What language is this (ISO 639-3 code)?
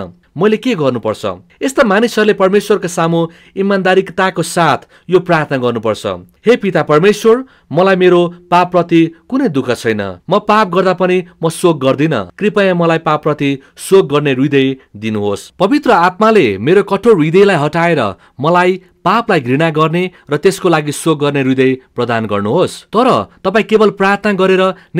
nep